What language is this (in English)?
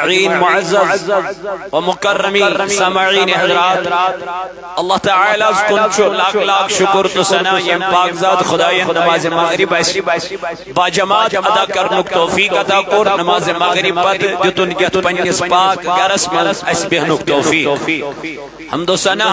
Kashmiri